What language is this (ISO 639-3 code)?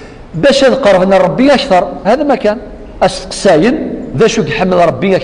kab